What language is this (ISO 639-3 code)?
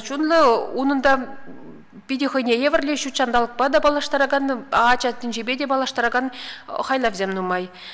chv